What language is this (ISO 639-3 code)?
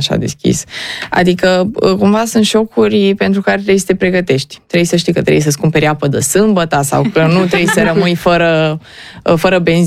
ron